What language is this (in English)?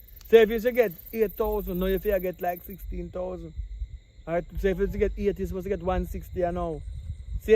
Jamaican Creole English